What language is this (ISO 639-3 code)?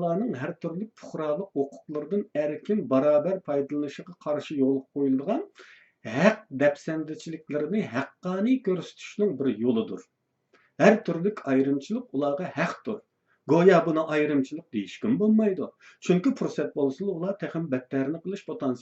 uig